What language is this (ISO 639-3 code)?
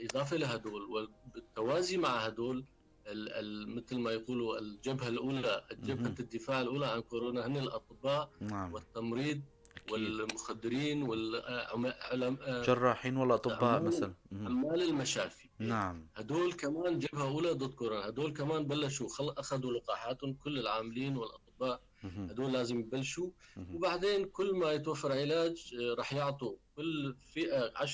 apc